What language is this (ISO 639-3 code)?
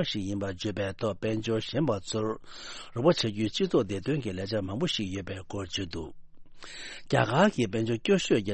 bod